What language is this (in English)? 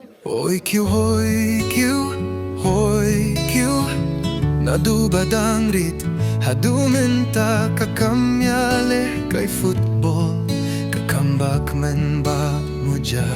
Khasi